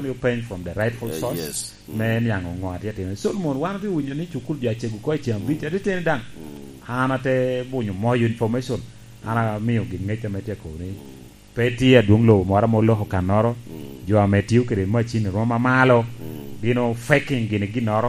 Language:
Lango (Uganda)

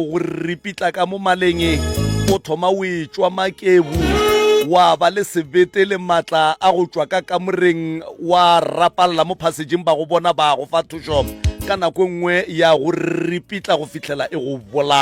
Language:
Northern Sotho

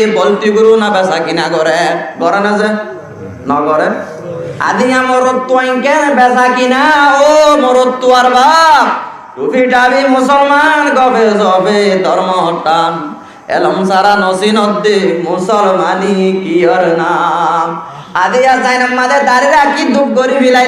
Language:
Rohingya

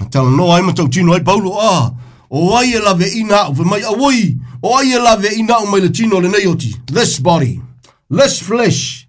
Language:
Samoan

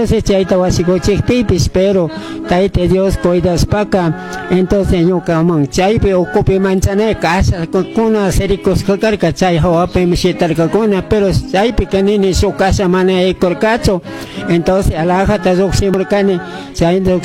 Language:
Chimborazo Highland Quichua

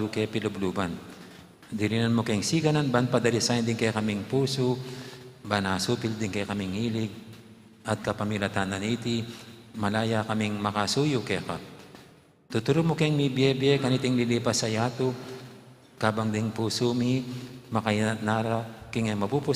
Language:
Pampanga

